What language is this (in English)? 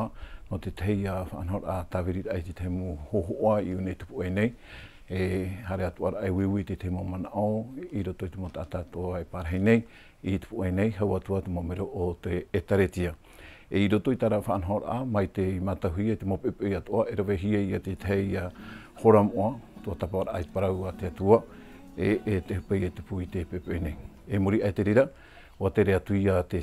Tahitian